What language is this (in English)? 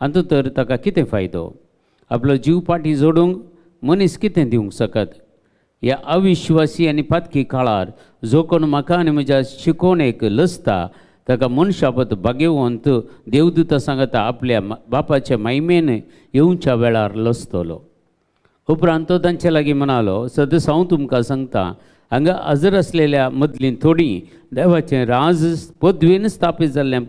Konkani